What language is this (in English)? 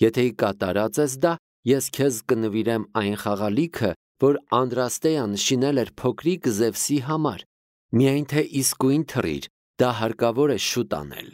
Armenian